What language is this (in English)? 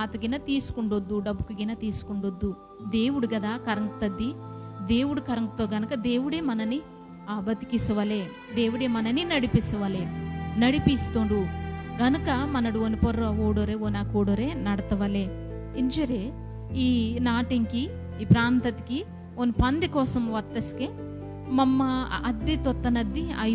Koya